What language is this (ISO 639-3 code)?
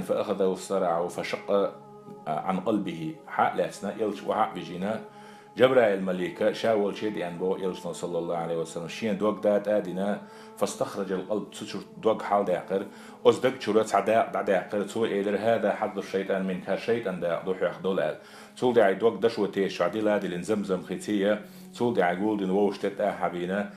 che